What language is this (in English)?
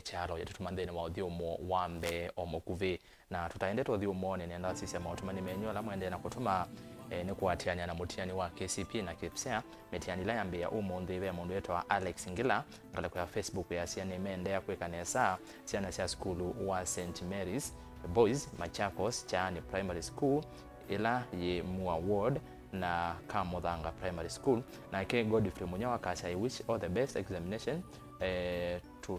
Kamba